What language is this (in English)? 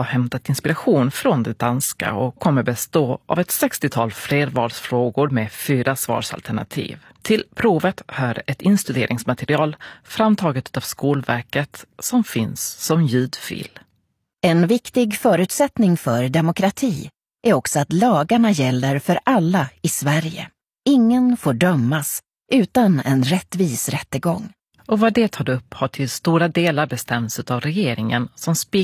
Swedish